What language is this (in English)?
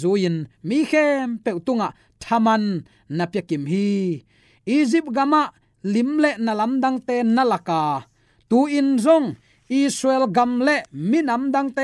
Tedim Chin